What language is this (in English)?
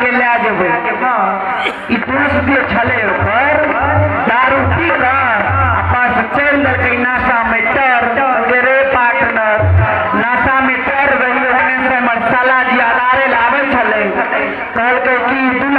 Maithili